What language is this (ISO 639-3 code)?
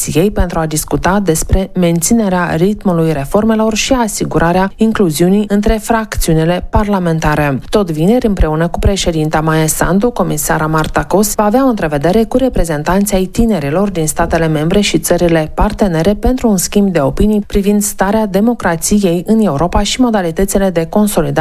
ron